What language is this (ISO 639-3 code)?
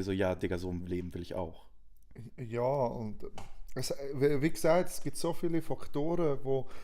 gsw